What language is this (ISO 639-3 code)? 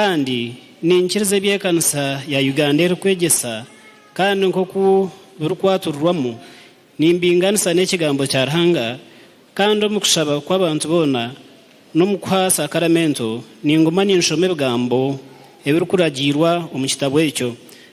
nyn